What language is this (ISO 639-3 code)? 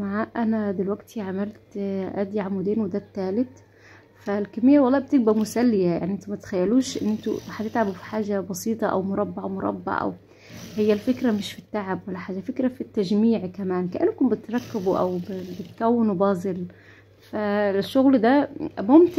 arz